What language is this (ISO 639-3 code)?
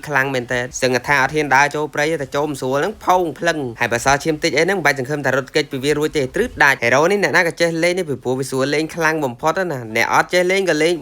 khm